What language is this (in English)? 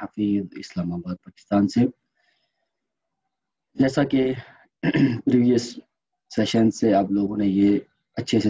Urdu